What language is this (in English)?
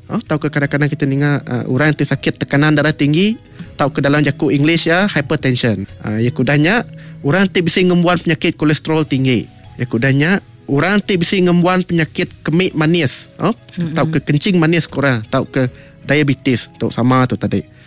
Iban